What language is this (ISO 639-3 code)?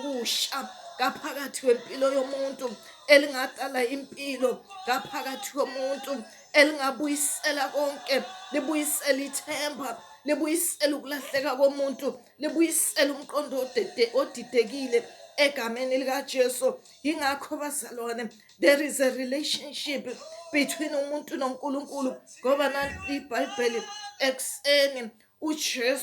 zul